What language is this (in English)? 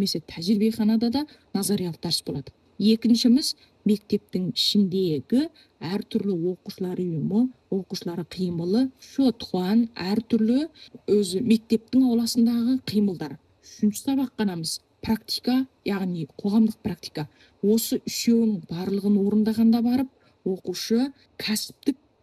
Kazakh